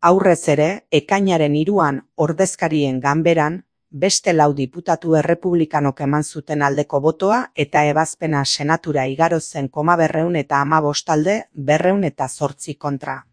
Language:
Basque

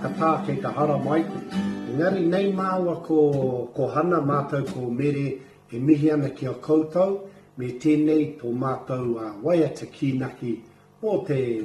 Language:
Māori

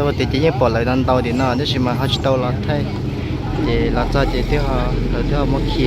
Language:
Hmong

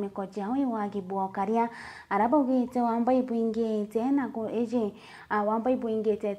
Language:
Meru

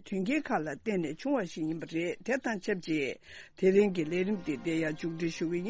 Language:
Tibetan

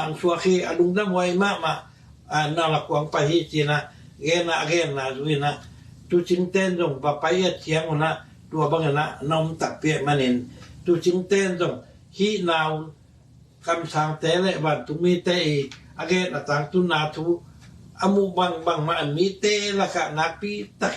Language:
Tedim Chin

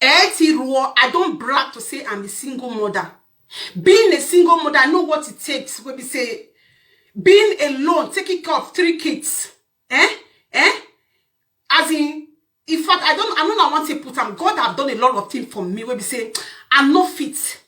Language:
Nigerian Pidgin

